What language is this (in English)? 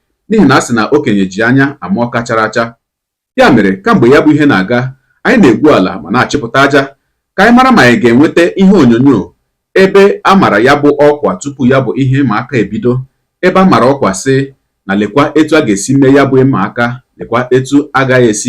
Igbo